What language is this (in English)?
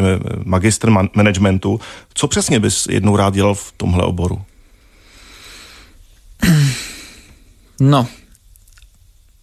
Czech